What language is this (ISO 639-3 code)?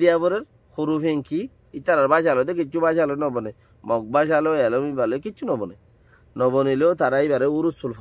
rhg